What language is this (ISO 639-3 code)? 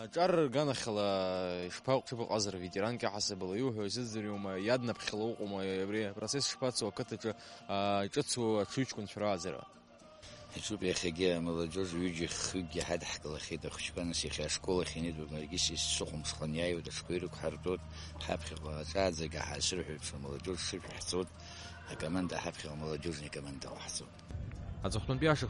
abk